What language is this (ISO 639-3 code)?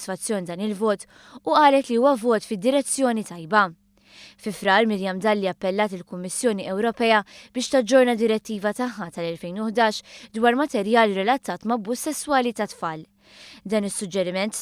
mlt